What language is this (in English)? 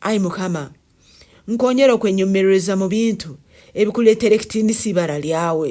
Nyankole